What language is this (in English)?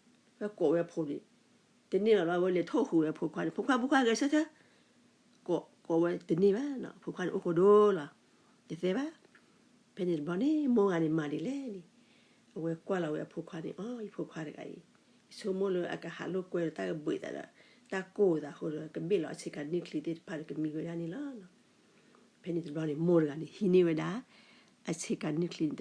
S'gaw Karen